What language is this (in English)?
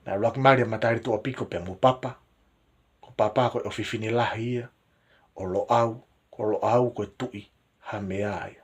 Tongan